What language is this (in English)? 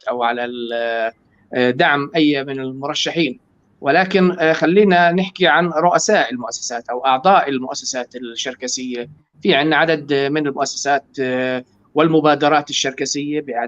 North Levantine Arabic